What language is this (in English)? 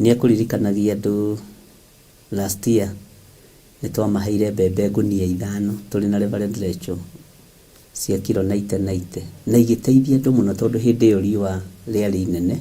Kikuyu